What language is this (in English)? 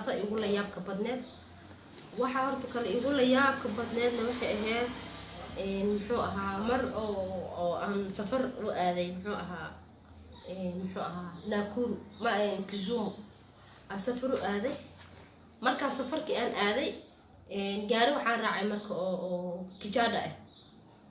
Somali